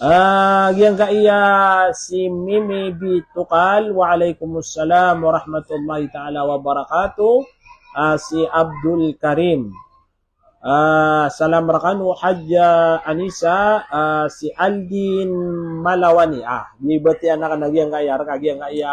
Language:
Maranao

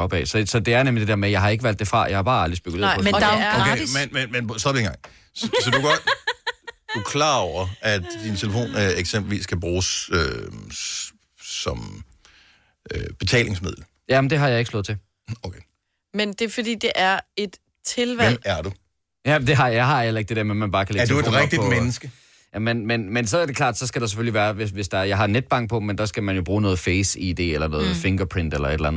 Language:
Danish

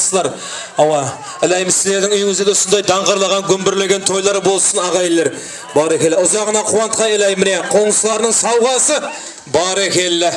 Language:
Kara-Kalpak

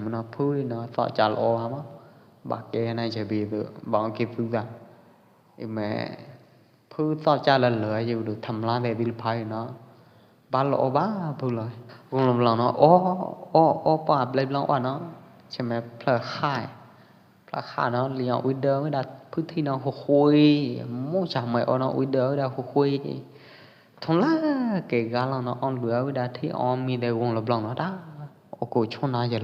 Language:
Pwo Eastern Karen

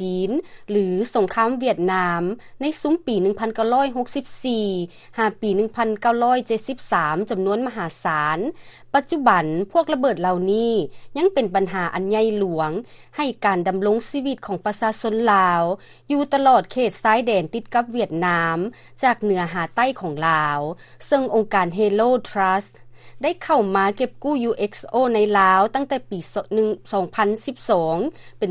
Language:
Lao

